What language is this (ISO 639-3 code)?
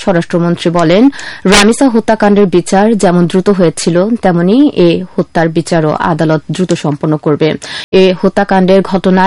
ben